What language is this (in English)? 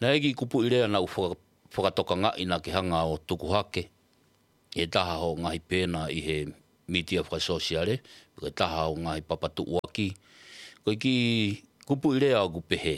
Tongan